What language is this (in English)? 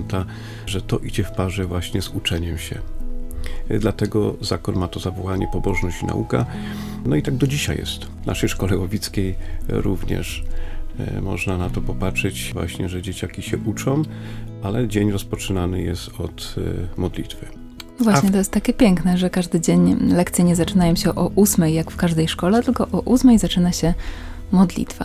Polish